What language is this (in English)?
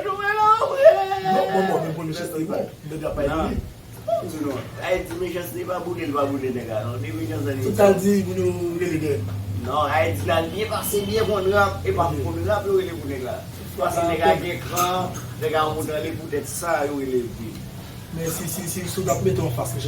Haitian Creole